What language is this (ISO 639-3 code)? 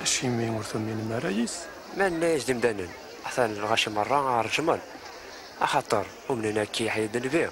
kab